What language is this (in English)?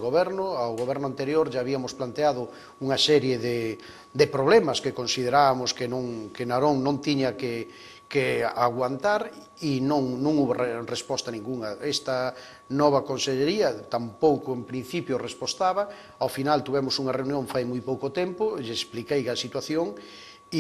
Galician